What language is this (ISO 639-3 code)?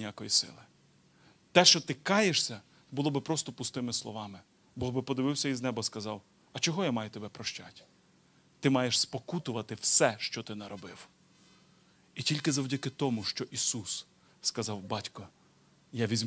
ukr